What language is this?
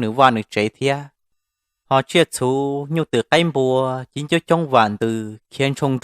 Hmong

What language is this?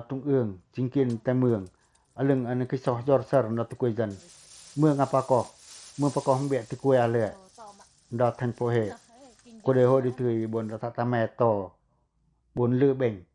Pacoh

